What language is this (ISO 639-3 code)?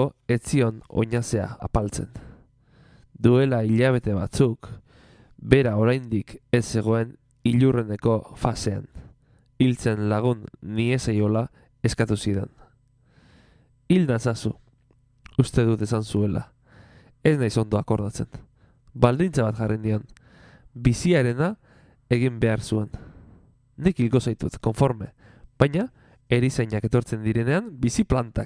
eus